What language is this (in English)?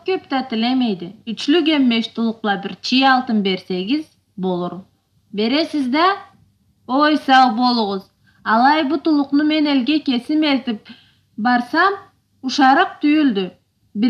Karachay-Balkar